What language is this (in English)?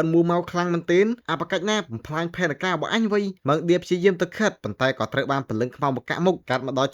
Khmer